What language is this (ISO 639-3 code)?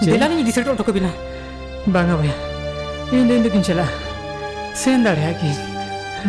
sat